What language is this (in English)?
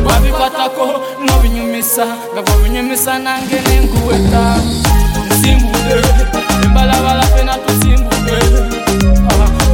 Bemba